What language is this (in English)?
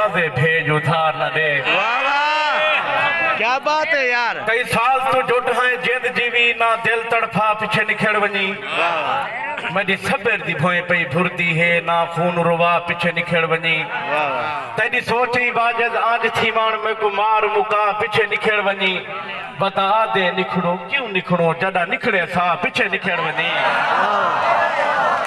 Saraiki